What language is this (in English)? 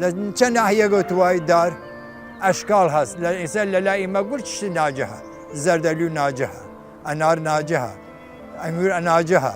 Southern Kurdish